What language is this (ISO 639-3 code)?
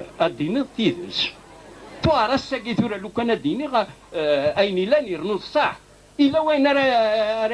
kab